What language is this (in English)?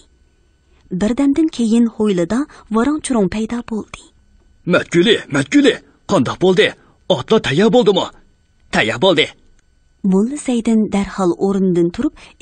Uyghur